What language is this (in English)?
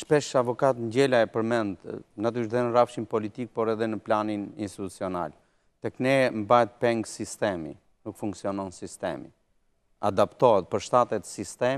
Albanian